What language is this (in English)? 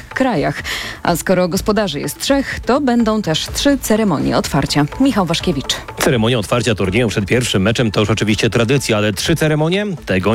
Polish